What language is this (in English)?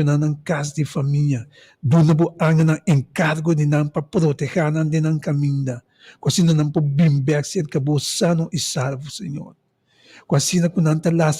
Papiamento